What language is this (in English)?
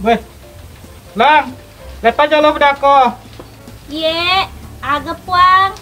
Buginese